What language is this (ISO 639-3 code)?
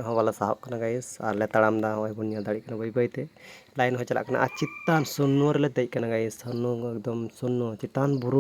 sat